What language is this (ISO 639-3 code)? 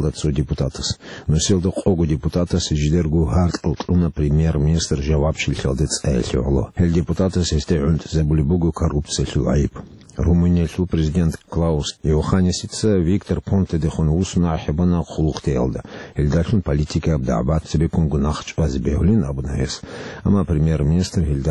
ava